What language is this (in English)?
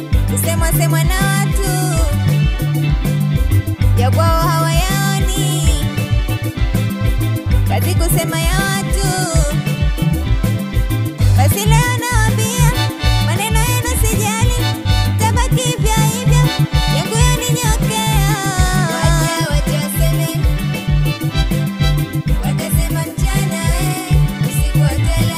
Swahili